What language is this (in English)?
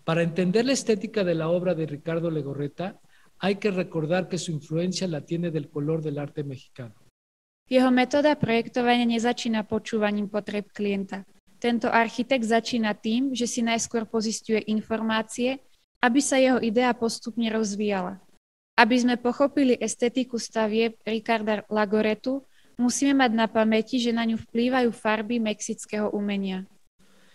Slovak